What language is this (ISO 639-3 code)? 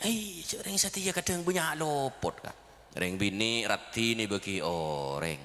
mad